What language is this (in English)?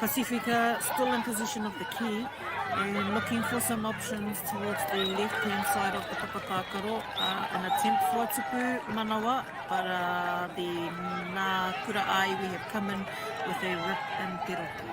Māori